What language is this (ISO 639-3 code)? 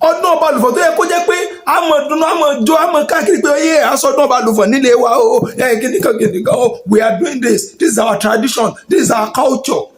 yor